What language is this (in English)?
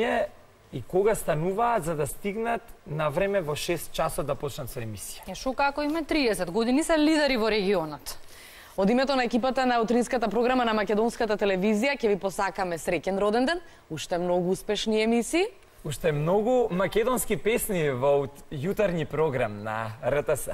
Macedonian